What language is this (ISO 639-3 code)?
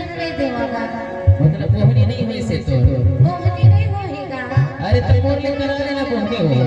hne